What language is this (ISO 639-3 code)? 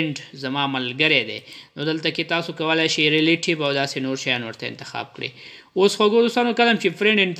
pus